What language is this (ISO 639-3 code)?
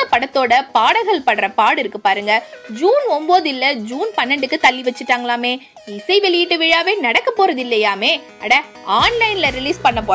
tam